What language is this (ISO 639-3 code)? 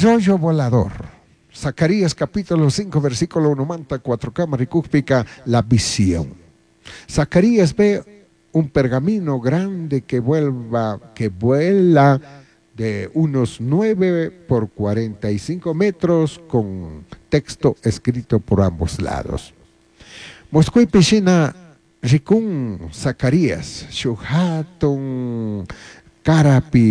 qug